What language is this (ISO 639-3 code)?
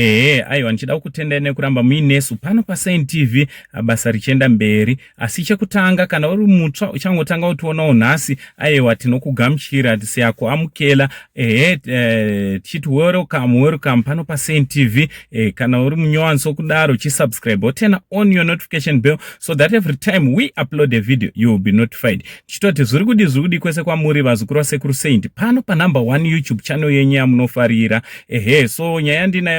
sna